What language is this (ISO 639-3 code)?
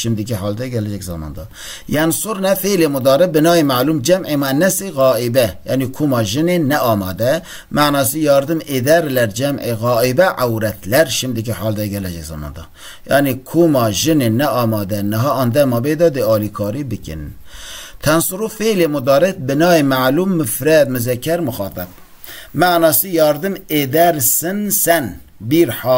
kur